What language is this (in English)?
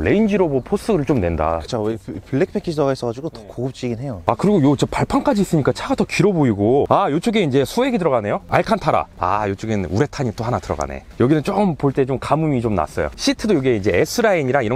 Korean